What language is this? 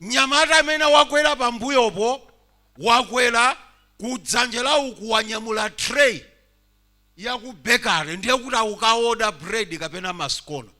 Nyanja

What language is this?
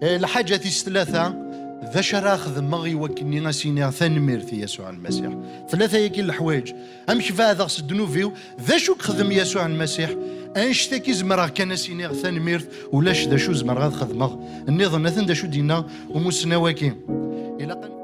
Kabyle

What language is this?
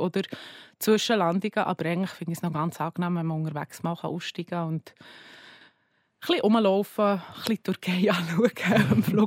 German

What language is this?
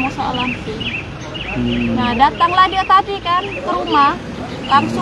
Musi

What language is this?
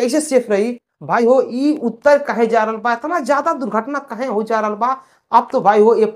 Bhojpuri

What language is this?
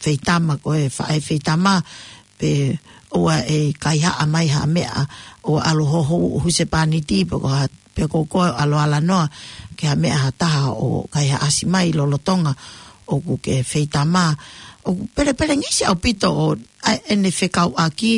Tongan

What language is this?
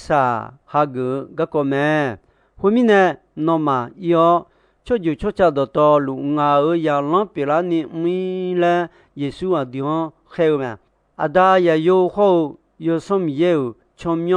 Akha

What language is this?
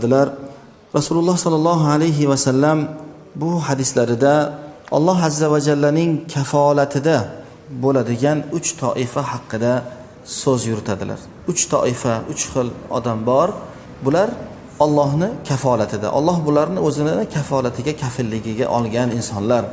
Uzbek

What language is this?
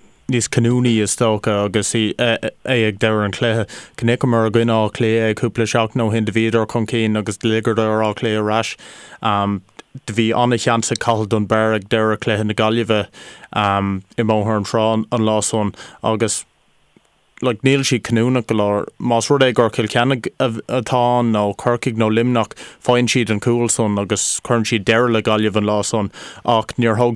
Irish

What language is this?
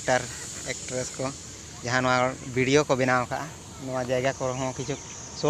Santali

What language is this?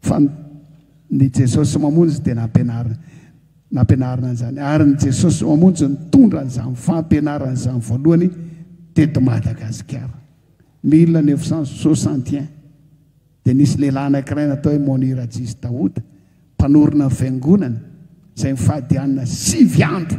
Malagasy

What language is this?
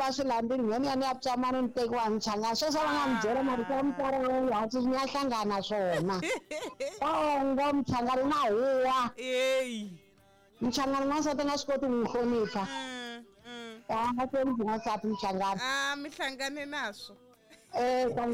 Tsonga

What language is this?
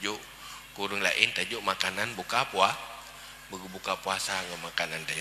Achinese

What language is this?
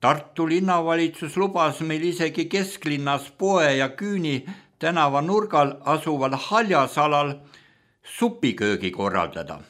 Estonian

